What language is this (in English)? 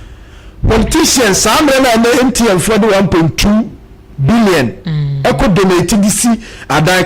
Akan